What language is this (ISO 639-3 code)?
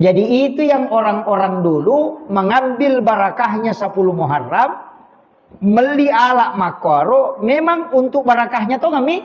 bug